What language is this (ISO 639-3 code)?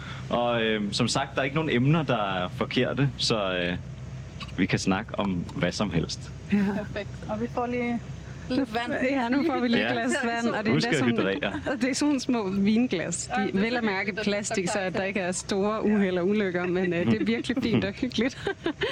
dan